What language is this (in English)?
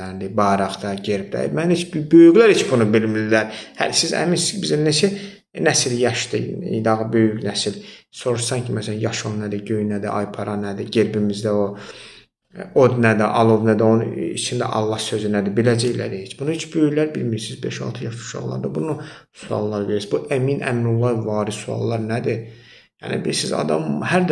Azerbaijani